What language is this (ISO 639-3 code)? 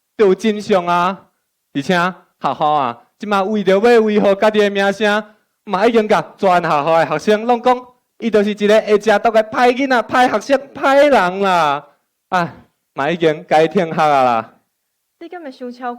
nan